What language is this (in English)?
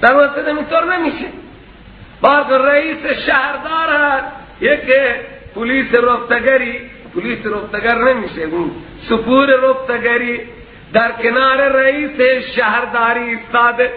Persian